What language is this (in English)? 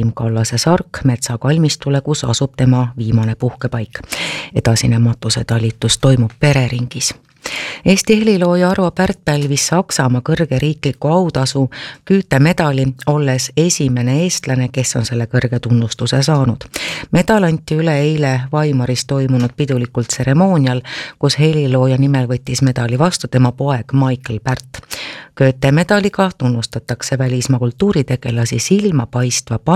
Estonian